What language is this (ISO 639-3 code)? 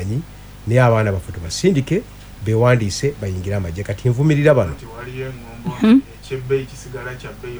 lug